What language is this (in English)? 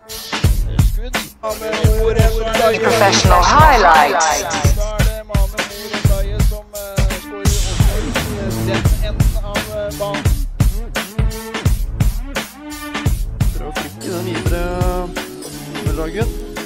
Norwegian